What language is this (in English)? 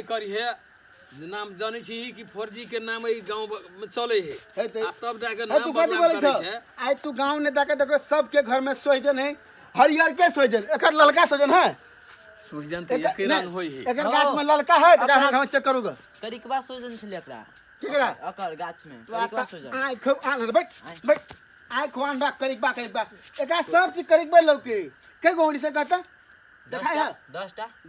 Maithili